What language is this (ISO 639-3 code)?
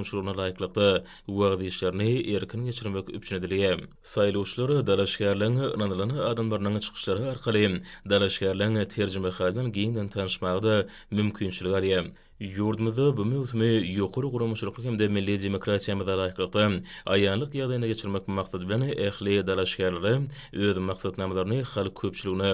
tuk